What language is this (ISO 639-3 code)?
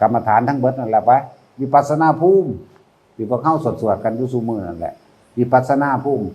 tts